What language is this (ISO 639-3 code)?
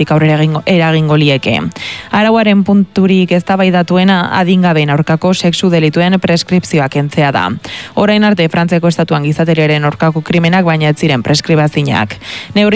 eus